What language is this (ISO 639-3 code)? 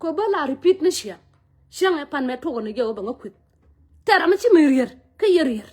nus